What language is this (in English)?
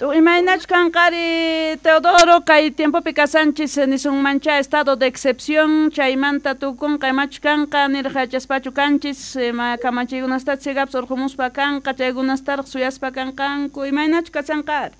South Bolivian Quechua